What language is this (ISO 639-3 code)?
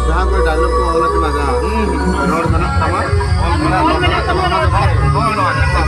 sat